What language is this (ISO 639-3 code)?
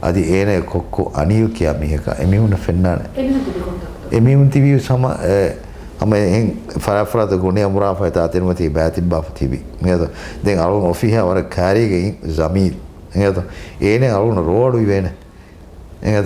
div